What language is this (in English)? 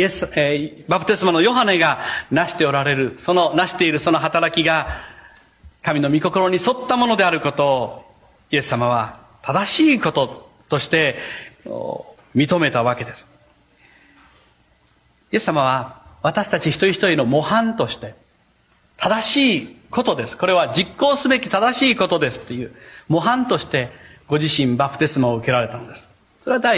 Japanese